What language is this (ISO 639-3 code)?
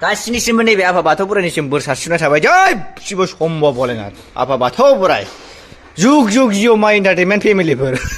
brx